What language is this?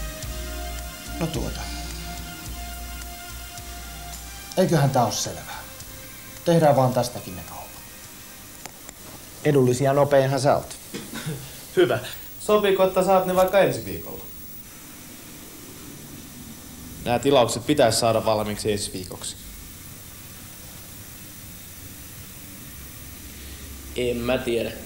Finnish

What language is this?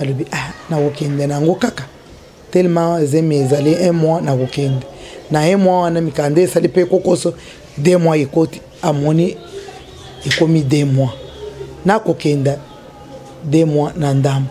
Lingala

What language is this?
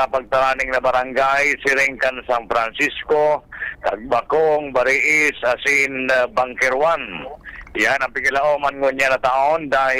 Bikol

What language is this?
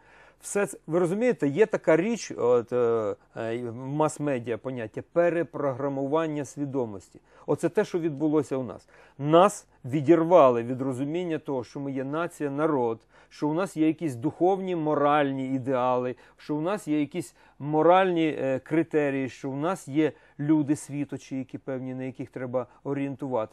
Ukrainian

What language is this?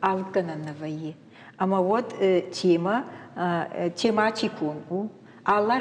Ossetic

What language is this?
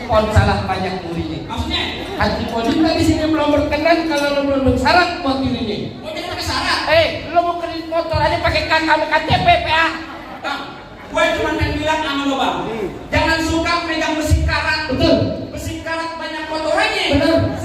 Betawi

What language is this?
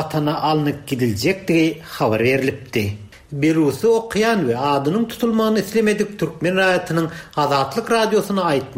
Turkmen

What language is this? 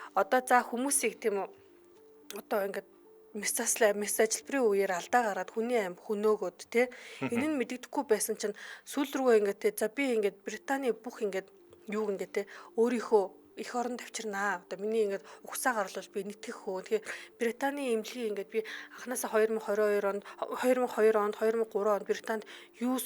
Mongolian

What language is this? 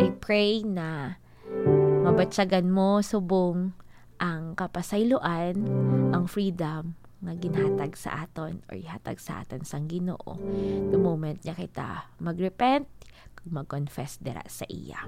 Hiligaynon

